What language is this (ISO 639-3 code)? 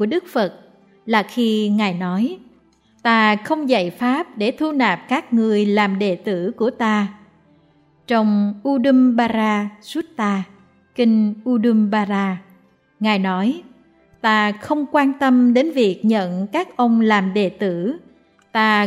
vie